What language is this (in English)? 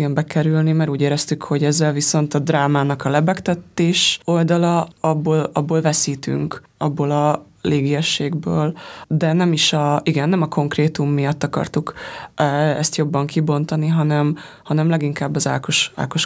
Hungarian